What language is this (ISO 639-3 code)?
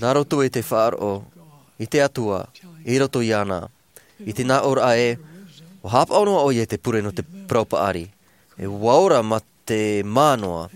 tah